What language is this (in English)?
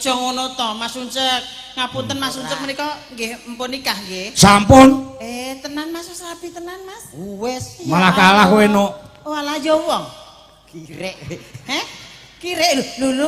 Javanese